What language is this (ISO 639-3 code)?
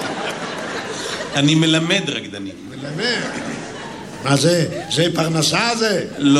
heb